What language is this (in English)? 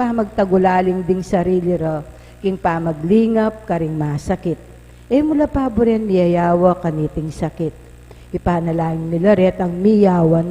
Pampanga